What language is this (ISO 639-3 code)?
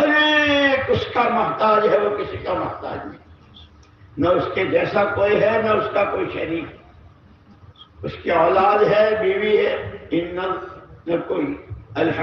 urd